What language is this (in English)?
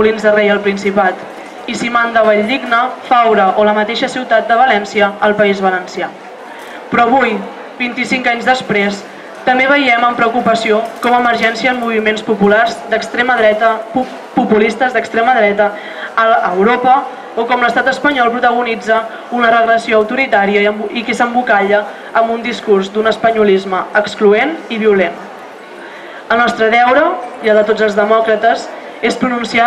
Catalan